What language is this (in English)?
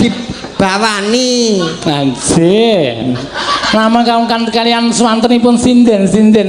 Javanese